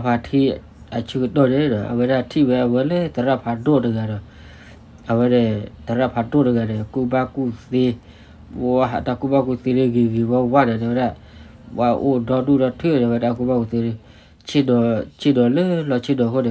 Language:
S'gaw Karen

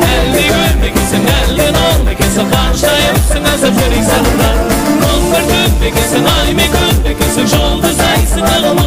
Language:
Kara-Kalpak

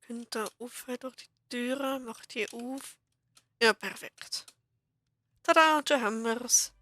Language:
Swiss German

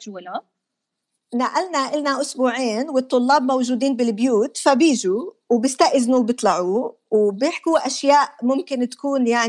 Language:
North Levantine Arabic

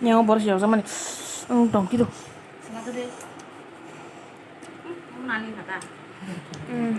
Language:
Kok Borok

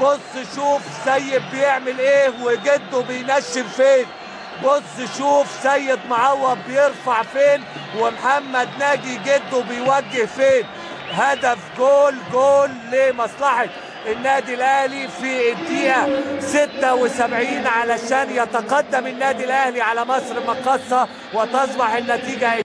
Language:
Egyptian Arabic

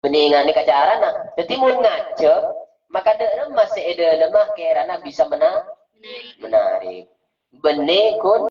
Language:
Madurese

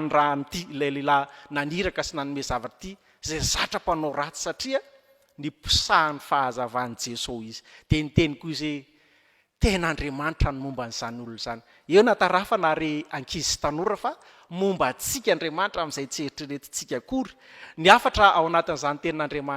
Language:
Malagasy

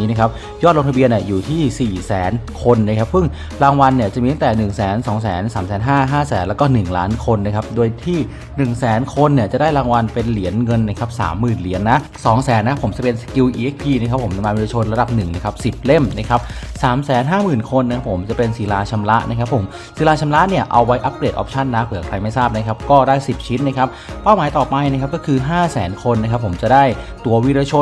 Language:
Thai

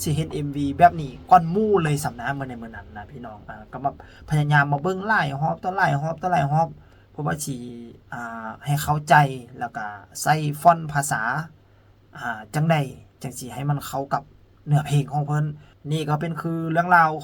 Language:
Lao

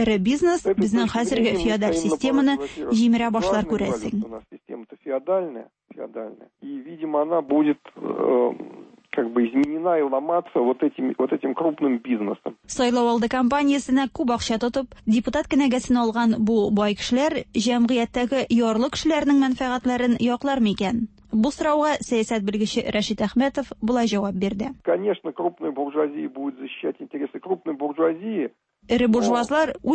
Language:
Tatar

